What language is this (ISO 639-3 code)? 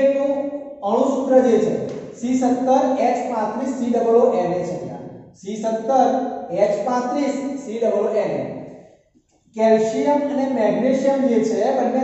guj